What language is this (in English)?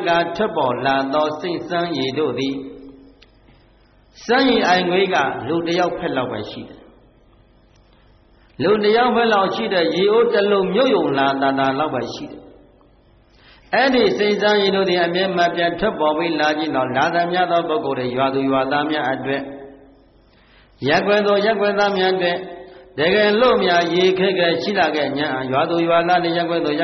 Burmese